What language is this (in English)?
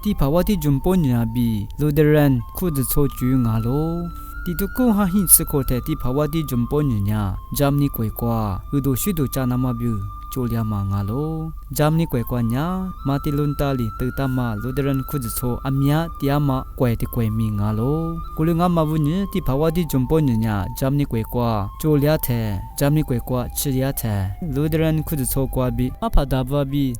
Lisu